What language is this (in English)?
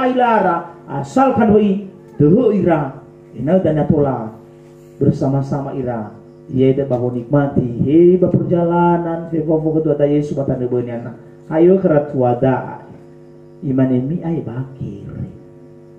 Nias